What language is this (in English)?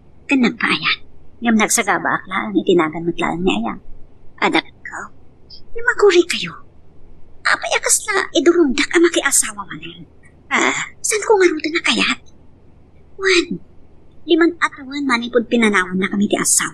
Iloko